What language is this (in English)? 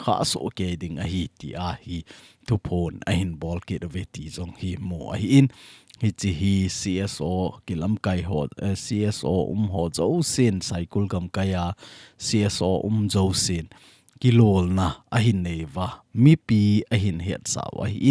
Thado Chin